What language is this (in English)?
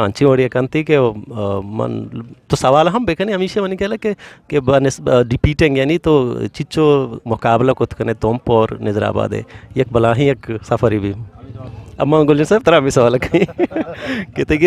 Eastern Balochi